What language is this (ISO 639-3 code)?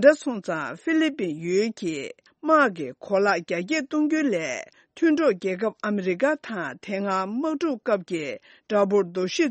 bod